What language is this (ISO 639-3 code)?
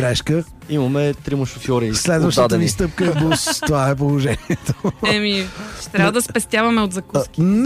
bul